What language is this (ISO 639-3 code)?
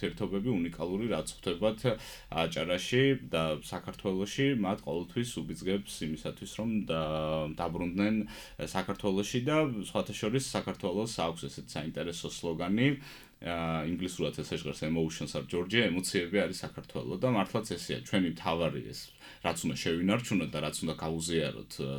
kat